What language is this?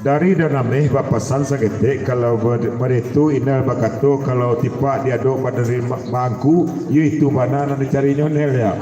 Minangkabau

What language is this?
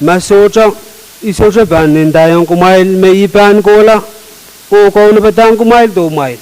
Pohnpeian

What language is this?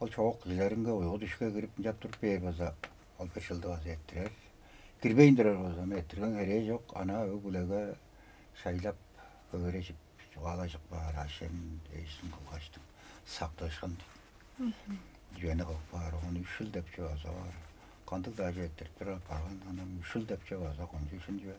Tuvinian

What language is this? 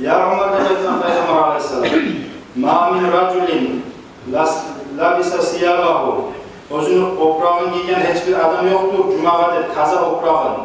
Kumyk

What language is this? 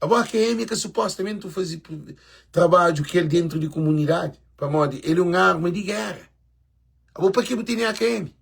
Kabuverdianu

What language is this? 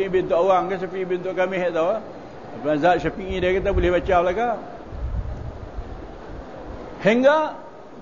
Malay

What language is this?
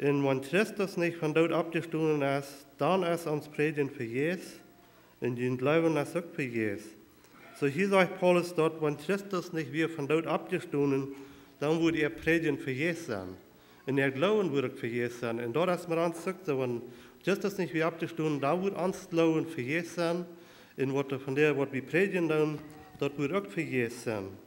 Plautdietsch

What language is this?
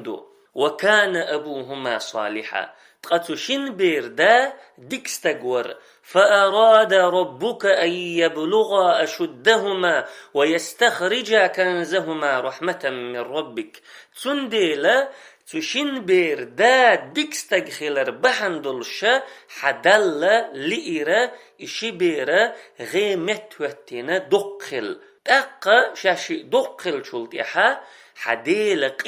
Chechen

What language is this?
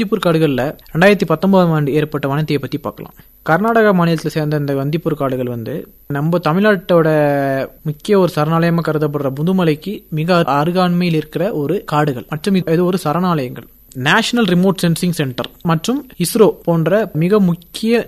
Tamil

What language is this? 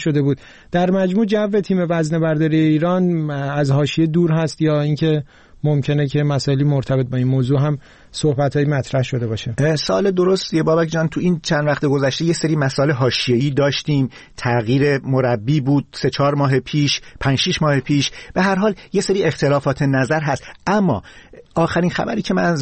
Persian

